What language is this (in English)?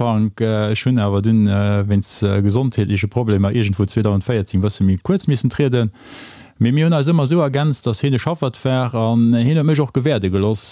Luxembourgish